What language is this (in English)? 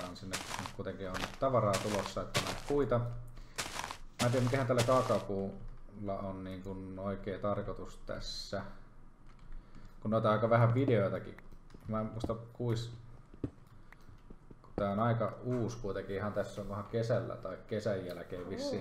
Finnish